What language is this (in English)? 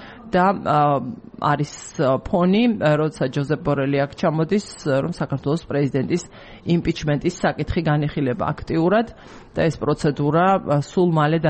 Georgian